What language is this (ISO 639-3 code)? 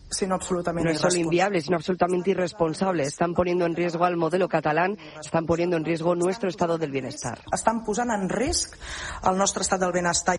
spa